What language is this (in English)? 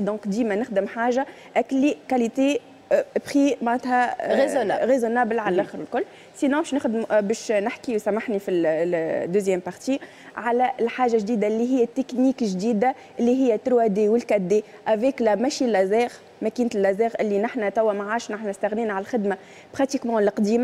Tunisian Arabic